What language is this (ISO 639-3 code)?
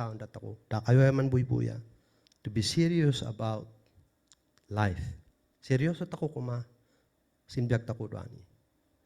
kne